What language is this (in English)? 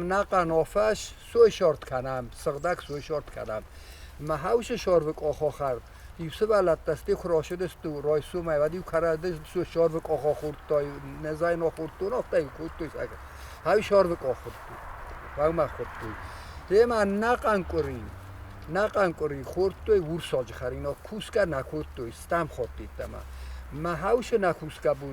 Ossetic